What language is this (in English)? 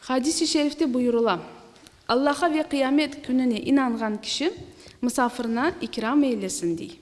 Crimean Tatar